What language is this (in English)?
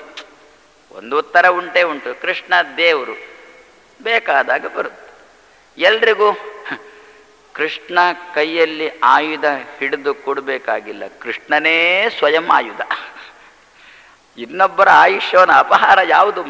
Kannada